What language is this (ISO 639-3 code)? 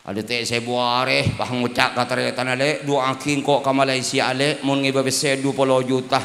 mad